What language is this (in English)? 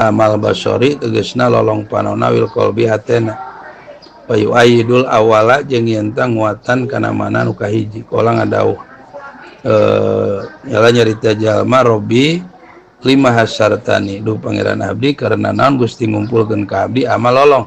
Sundanese